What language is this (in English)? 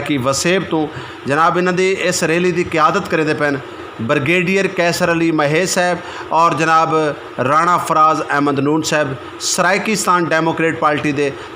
Saraiki